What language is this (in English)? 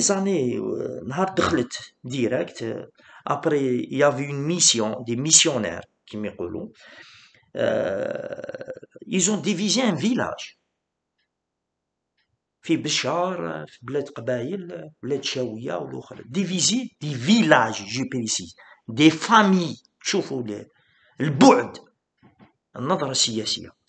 Algerian Arabic